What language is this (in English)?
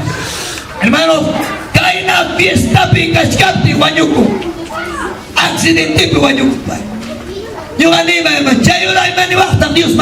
Ayacucho Quechua